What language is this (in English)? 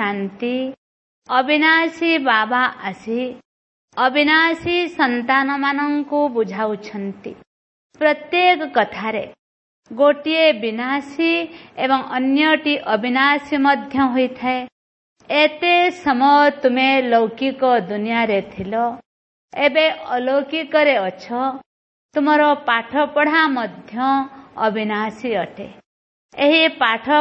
Odia